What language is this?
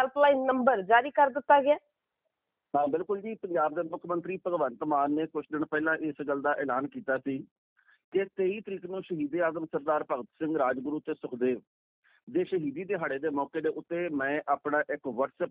Punjabi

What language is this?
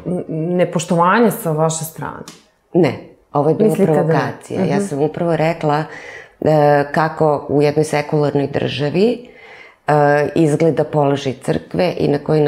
Serbian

